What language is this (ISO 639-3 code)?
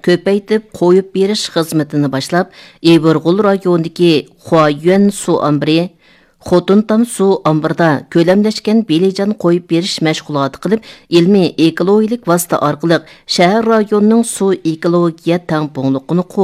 uig